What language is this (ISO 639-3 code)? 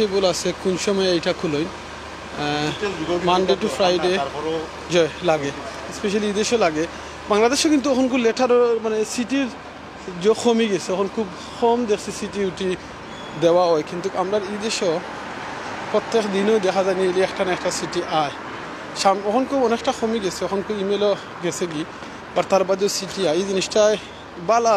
syl